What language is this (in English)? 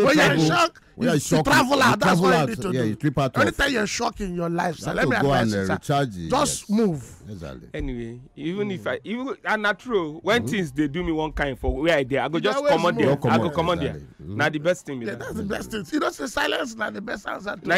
Nigerian Pidgin